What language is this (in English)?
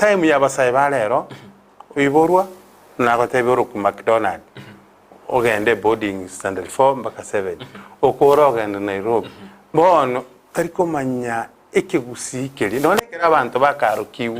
Gusii